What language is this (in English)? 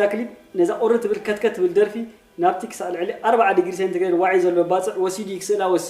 Tigrinya